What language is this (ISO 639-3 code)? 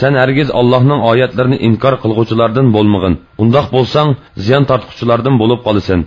uig